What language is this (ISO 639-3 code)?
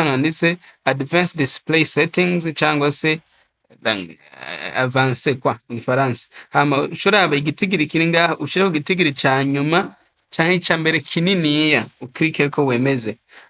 run